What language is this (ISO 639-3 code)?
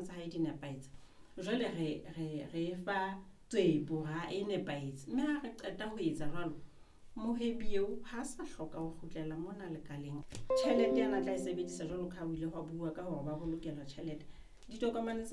sot